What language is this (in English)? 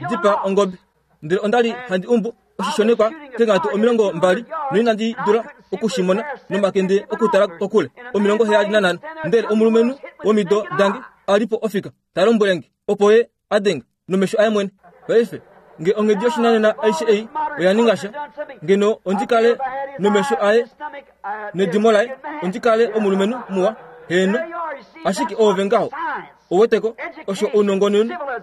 Kuanyama